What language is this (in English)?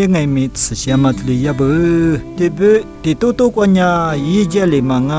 Lisu